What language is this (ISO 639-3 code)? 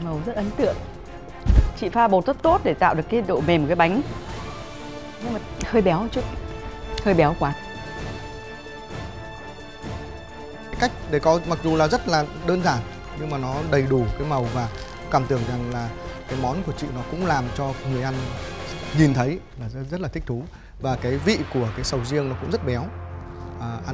vie